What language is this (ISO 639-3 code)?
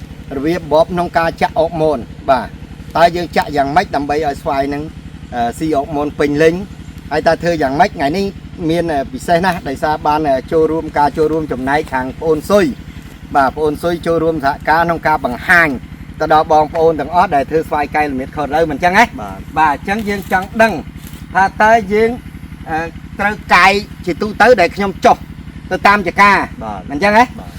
khm